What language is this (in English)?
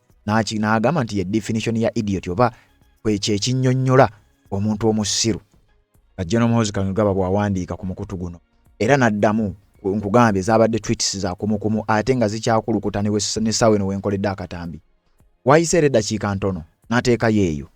Ganda